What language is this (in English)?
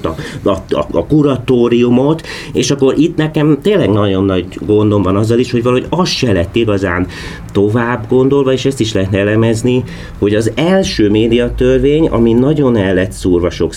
Hungarian